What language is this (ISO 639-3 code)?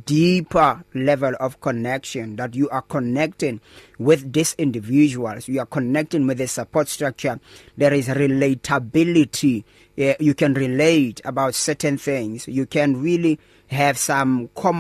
eng